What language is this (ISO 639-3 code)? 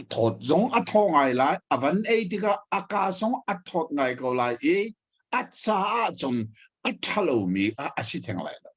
cnh